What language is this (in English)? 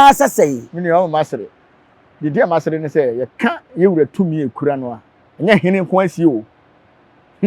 Akan